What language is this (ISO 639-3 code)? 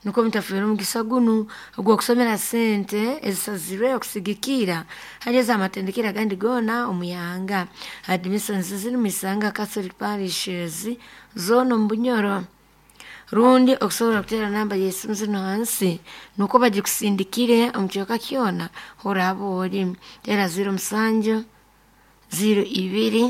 nyo